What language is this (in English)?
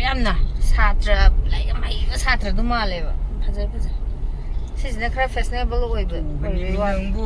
Manipuri